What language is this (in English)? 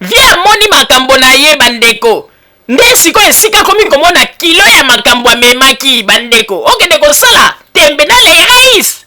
Lingala